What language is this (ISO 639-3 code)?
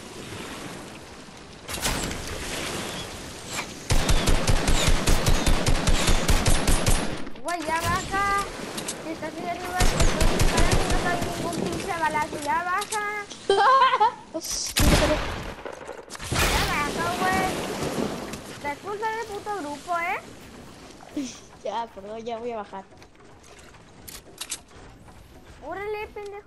spa